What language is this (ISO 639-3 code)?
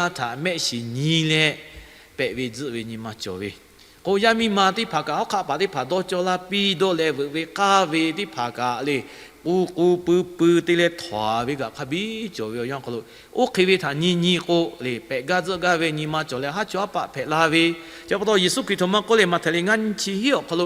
lhu